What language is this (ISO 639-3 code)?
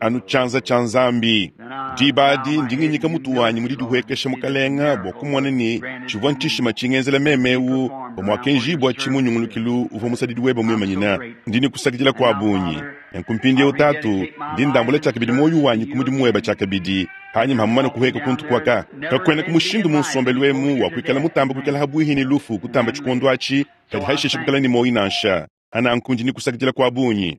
lua